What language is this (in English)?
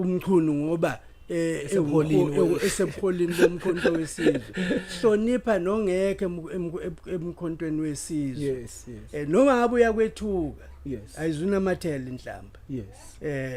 Zulu